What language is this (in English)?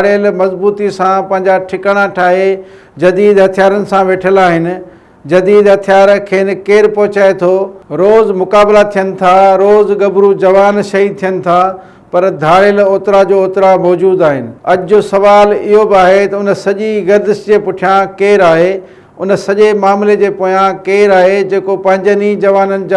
Sindhi